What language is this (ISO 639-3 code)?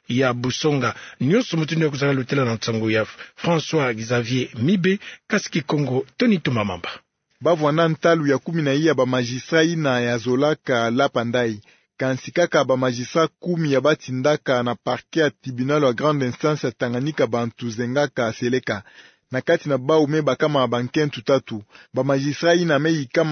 ktu